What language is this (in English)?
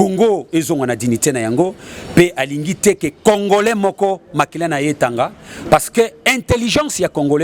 Lingala